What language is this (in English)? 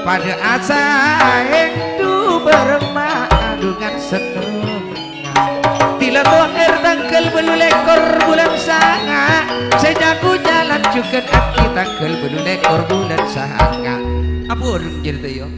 Madurese